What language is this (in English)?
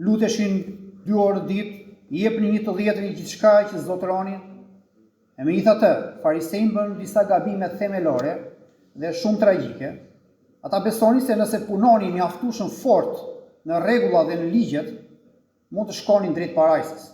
Albanian